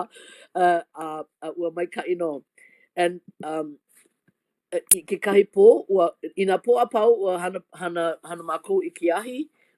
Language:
Hawaiian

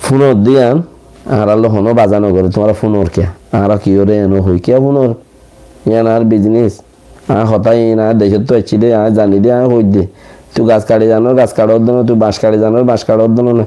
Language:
Rohingya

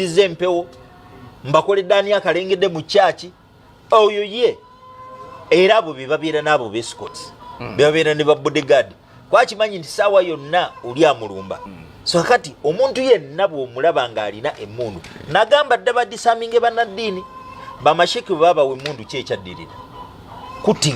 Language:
Ganda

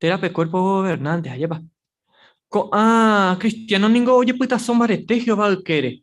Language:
Guarani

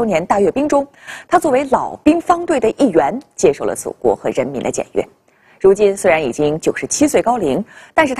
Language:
Chinese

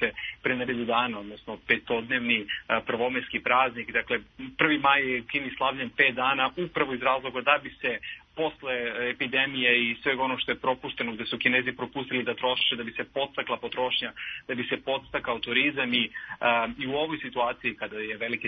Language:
Serbian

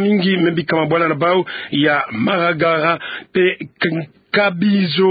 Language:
Kituba (Democratic Republic of Congo)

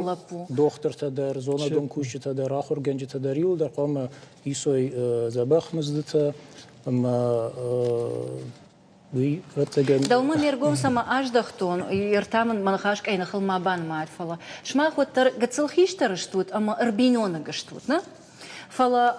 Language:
Ossetic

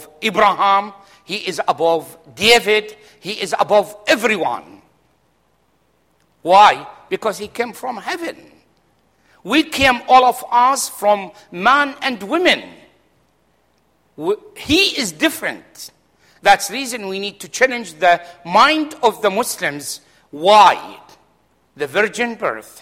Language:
English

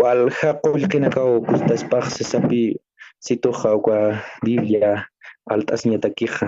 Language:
Aymara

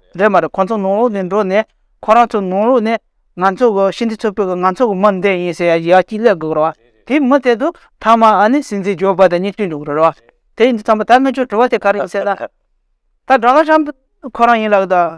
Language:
Tibetan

